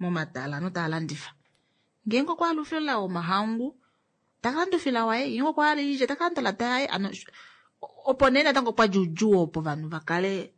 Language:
Kuanyama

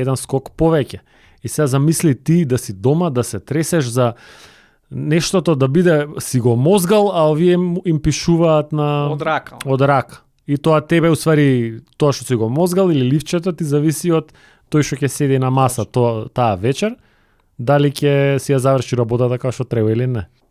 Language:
Macedonian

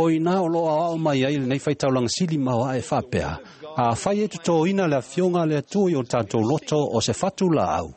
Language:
Samoan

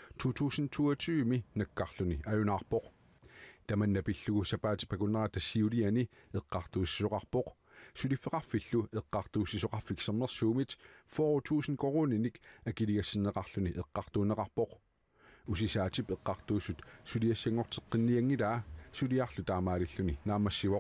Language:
Kalaallisut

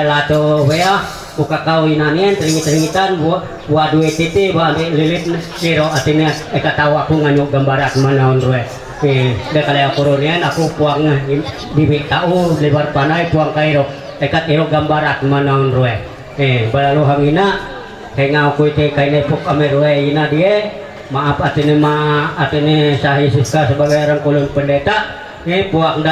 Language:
Ma'anyan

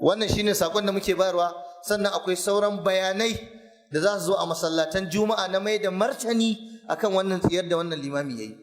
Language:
Hausa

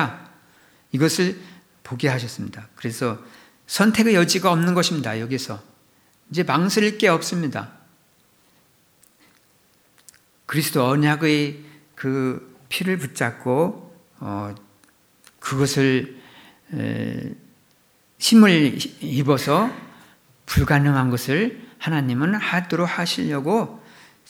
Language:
Korean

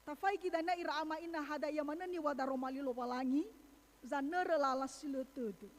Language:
Nias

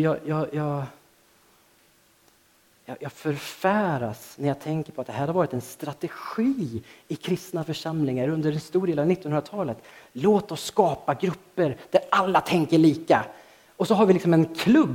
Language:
Swedish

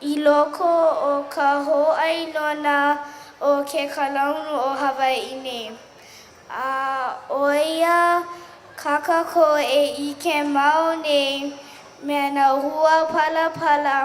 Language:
Hawaiian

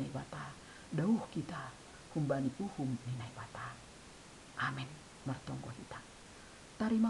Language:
Batak Simalungun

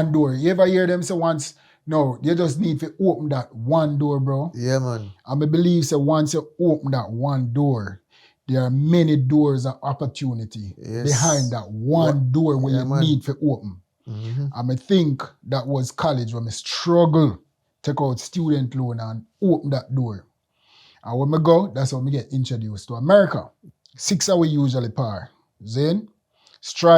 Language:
Jamaican Creole English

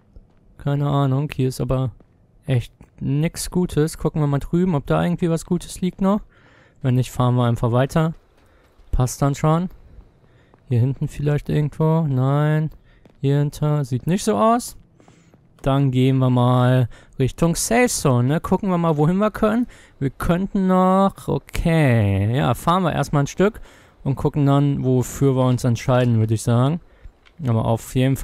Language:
German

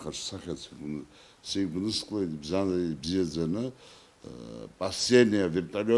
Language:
Abkhazian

